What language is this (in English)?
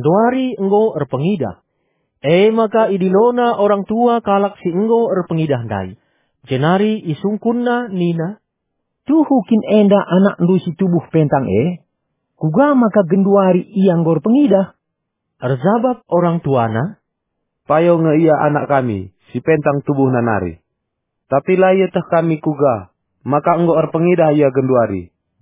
Batak Karo